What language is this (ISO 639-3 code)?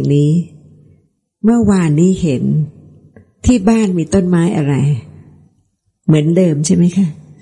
tha